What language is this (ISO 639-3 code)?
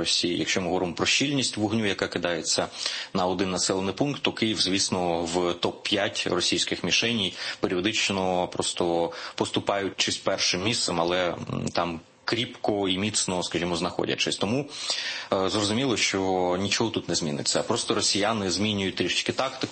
ukr